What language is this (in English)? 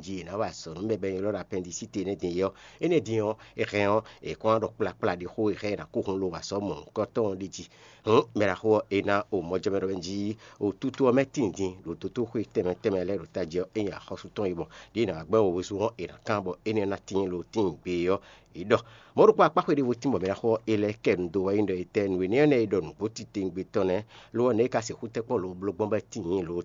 Fon